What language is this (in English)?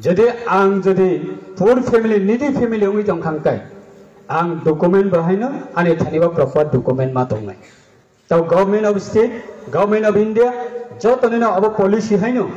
Riang (India)